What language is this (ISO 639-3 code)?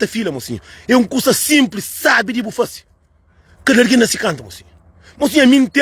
kea